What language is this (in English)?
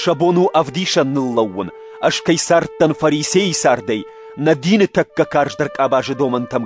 Ossetic